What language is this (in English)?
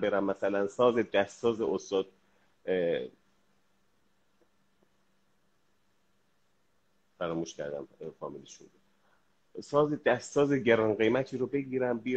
Persian